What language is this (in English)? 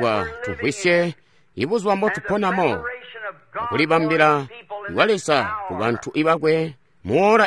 Tonga (Zambia)